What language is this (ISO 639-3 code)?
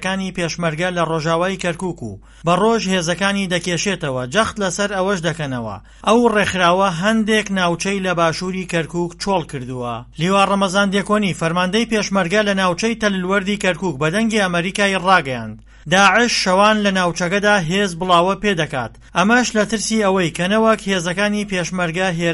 ckb